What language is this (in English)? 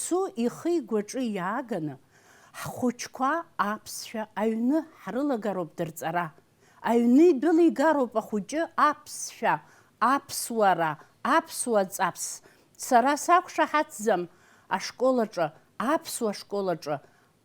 Abkhazian